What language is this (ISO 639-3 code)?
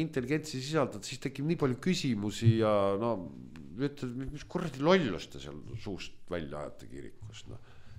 est